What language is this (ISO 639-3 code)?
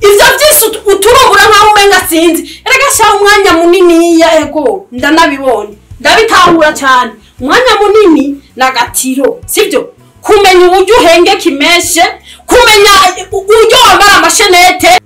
run